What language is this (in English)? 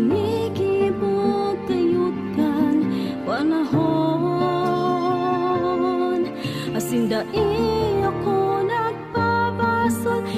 Bikol